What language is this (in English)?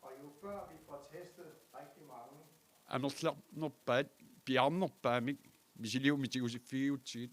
Kalaallisut